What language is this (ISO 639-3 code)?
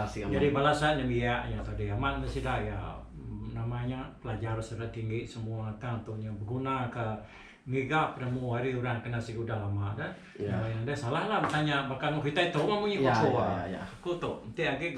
iba